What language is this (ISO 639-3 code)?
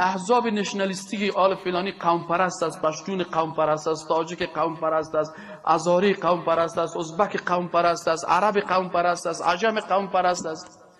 fas